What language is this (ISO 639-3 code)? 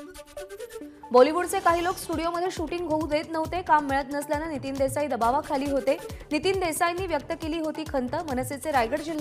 mar